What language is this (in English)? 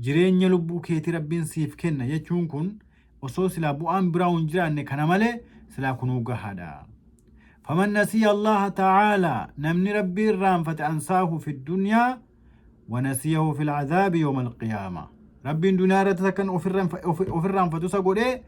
Oromo